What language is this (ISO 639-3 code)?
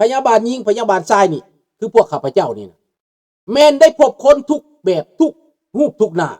lao